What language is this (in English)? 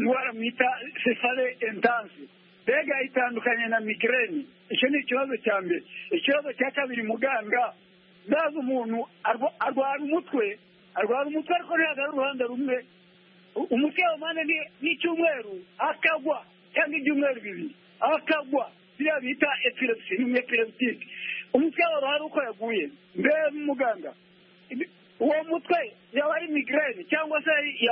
Kinyarwanda